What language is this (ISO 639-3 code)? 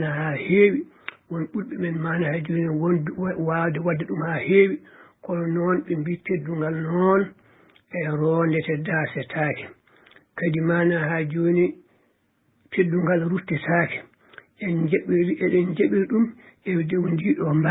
ful